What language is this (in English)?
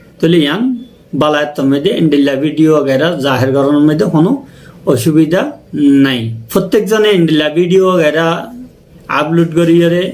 Rohingya